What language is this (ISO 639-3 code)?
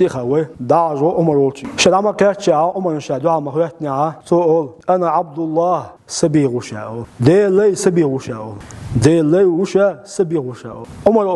che